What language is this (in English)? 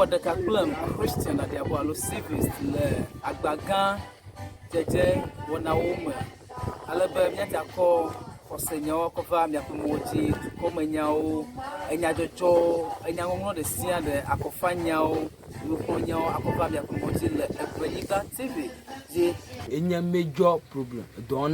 Ewe